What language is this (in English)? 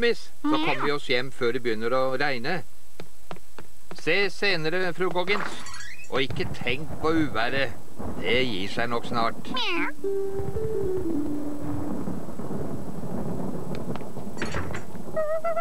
Norwegian